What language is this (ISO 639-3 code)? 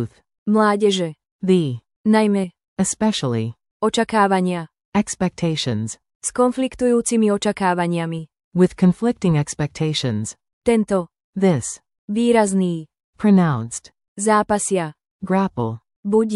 slk